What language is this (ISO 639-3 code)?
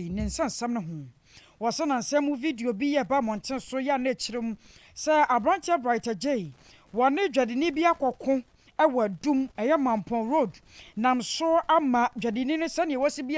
aka